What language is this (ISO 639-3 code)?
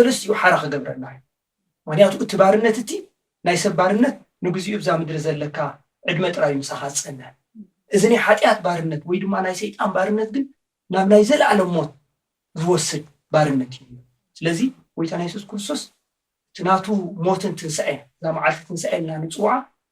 tir